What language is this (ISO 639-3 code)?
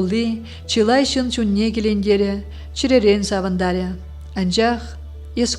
chv